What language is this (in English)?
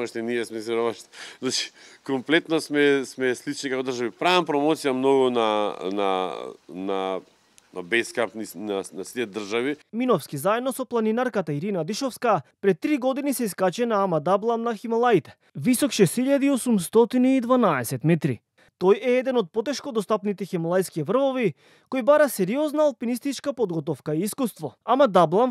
Macedonian